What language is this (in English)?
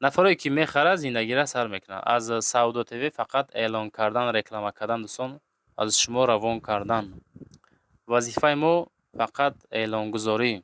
Tajik